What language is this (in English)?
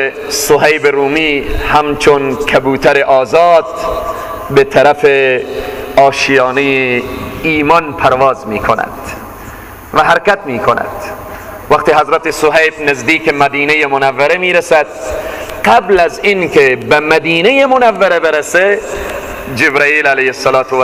Persian